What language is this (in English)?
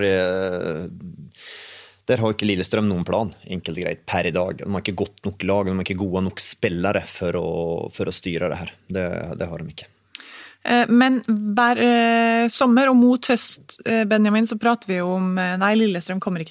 Norwegian